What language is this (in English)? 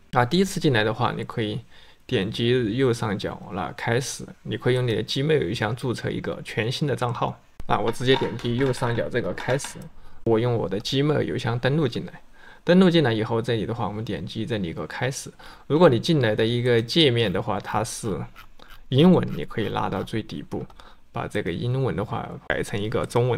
Chinese